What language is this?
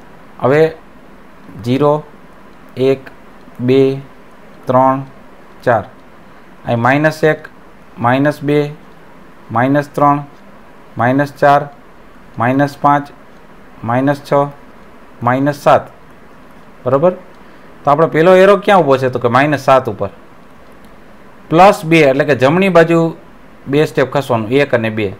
Gujarati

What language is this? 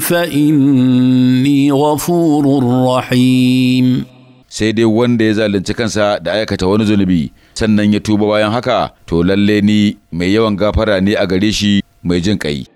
Hausa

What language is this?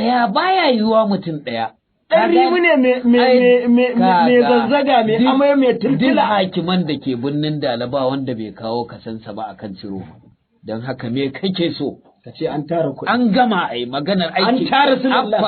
Hausa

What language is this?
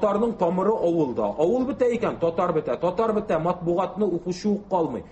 Tatar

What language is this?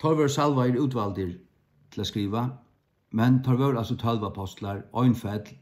Faroese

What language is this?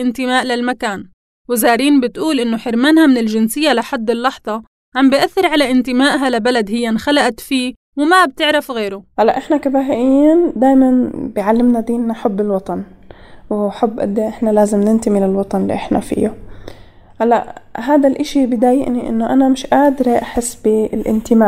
North Levantine Arabic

